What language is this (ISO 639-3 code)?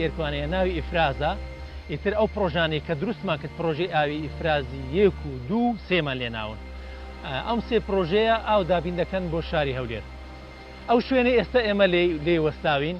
ckb